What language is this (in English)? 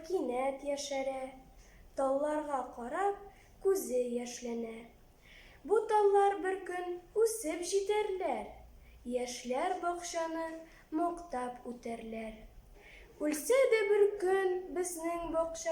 Tatar